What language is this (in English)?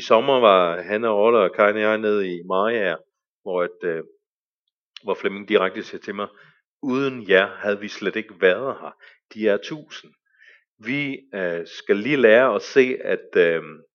Danish